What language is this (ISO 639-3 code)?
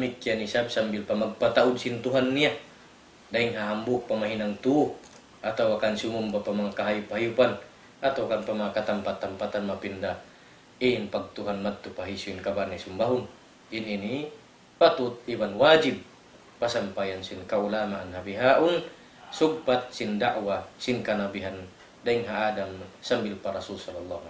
tsg